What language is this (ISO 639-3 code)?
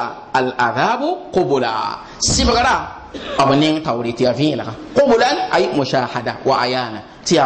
mos